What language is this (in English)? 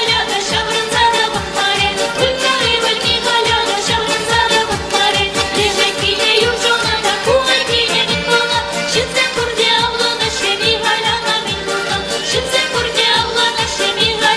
Chuvash